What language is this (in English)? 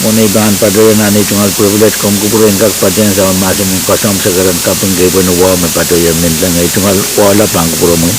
Pohnpeian